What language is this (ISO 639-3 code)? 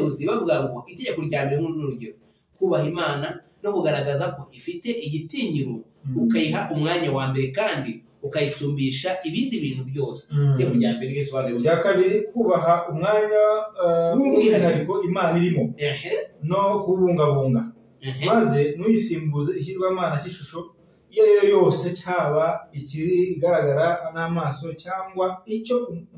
kin